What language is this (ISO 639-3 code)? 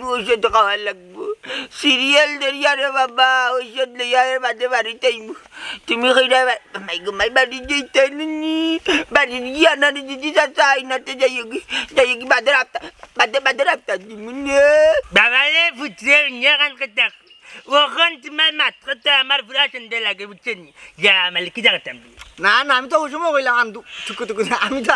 syl